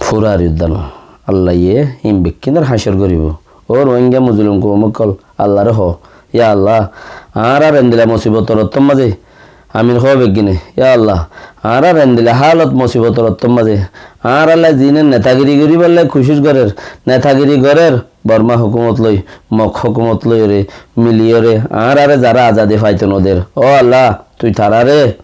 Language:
Rohingya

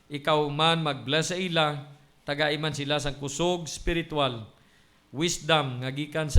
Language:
Hiligaynon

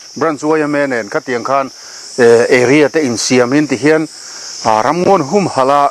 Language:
Mizo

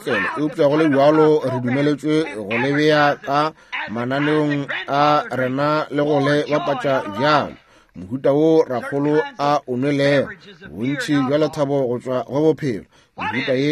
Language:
Northern Sotho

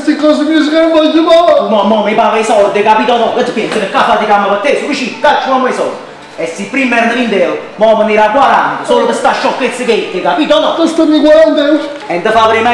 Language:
Neapolitan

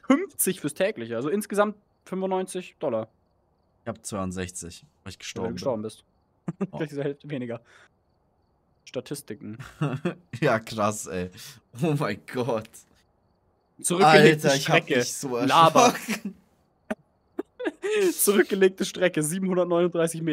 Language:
German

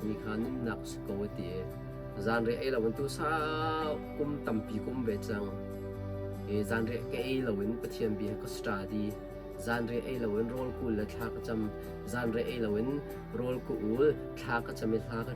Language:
Hakha Chin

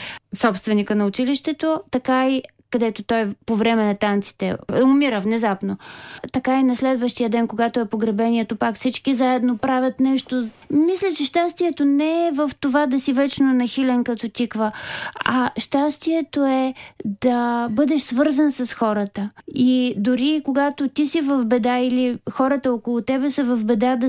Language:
Bulgarian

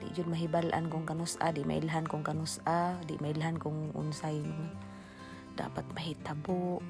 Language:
Cebuano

